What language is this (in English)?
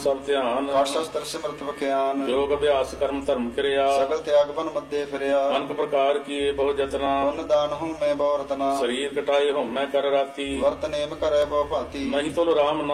Punjabi